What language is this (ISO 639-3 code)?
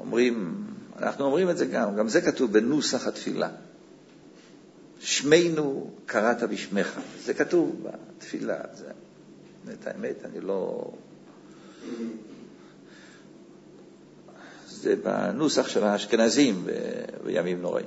heb